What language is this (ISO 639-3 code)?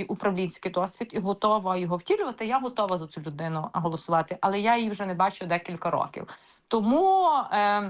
ukr